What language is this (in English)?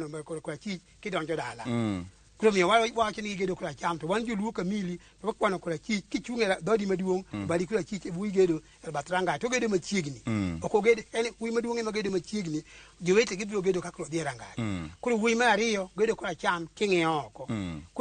Luo (Kenya and Tanzania)